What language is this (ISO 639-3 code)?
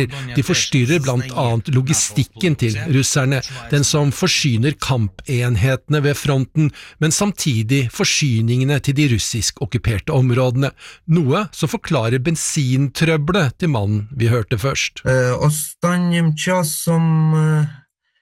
nor